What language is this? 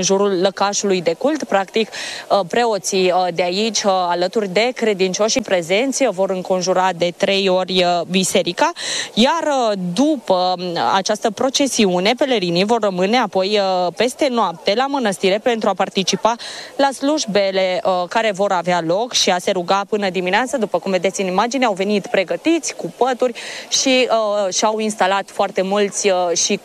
Romanian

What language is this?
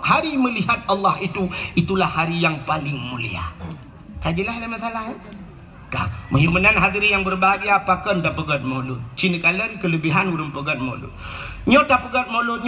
Achinese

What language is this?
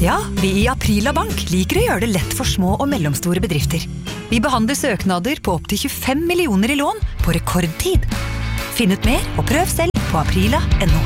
Norwegian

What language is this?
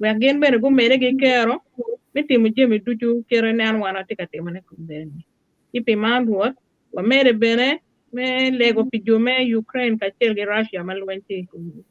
Acoli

